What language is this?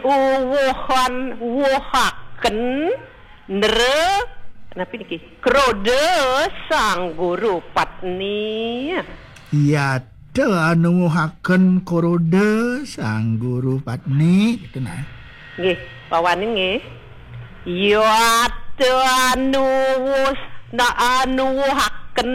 Balinese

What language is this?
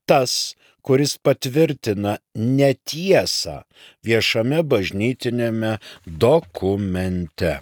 Lithuanian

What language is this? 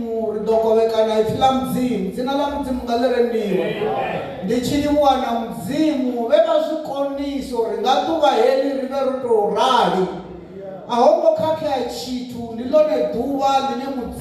Venda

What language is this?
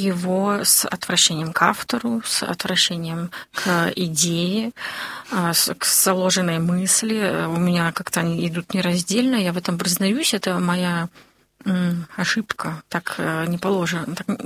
Russian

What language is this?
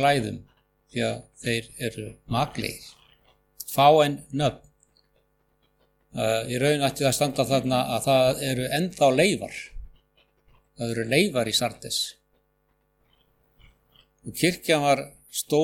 Icelandic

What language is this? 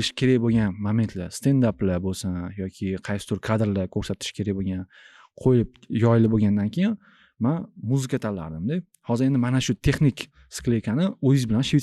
Uzbek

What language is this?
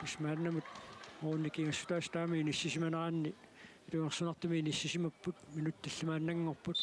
Kalaallisut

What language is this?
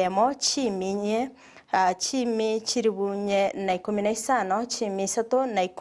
Gusii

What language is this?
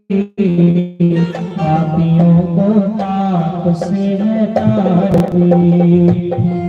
Dogri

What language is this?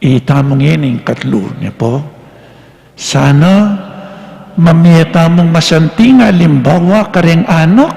Pampanga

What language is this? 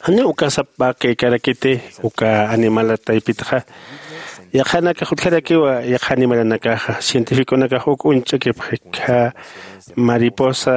Aymara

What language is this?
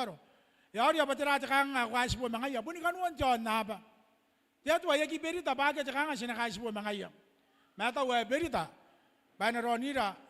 Gilbertese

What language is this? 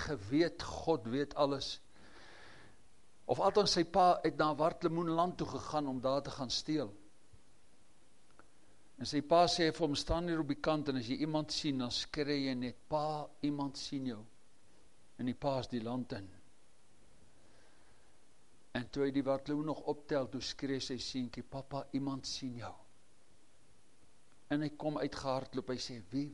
Afrikaans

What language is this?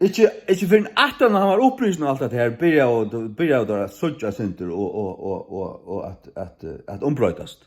Faroese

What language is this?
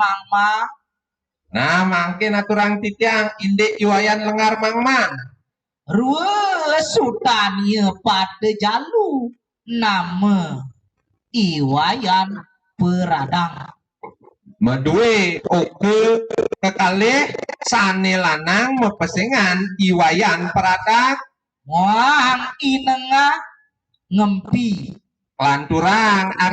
Balinese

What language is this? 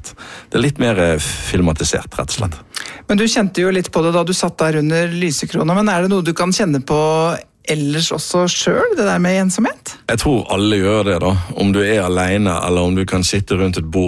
Norwegian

